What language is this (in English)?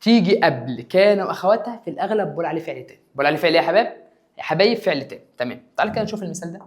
Egyptian Arabic